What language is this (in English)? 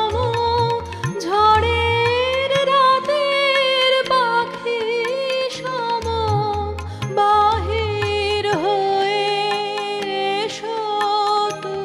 Bangla